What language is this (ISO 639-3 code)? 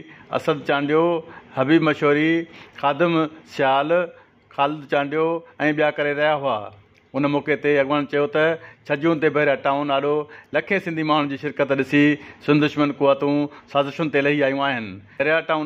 snd